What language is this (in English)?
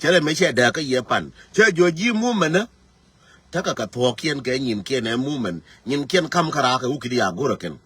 Nuer